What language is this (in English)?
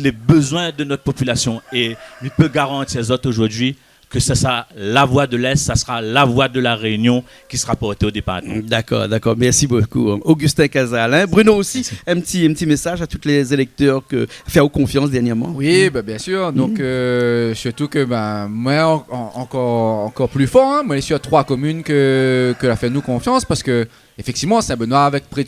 Réunion Creole French